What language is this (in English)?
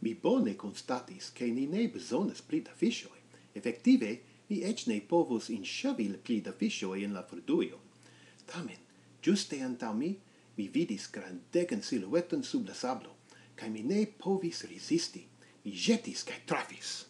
Esperanto